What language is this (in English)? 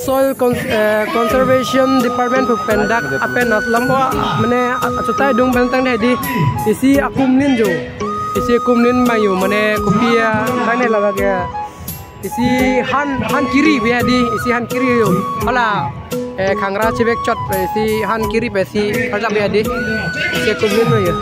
Karbi